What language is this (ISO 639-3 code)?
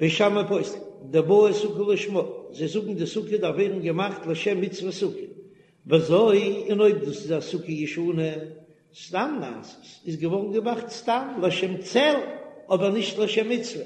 yid